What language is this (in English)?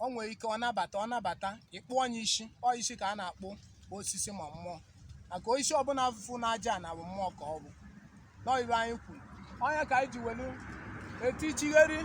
Igbo